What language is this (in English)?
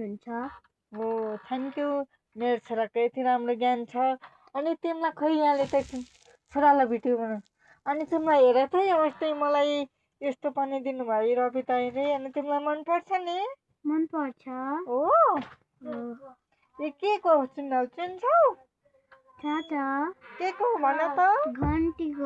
Nepali